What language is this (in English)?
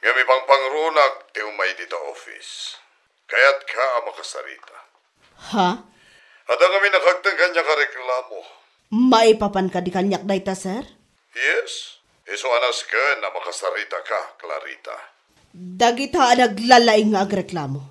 Iloko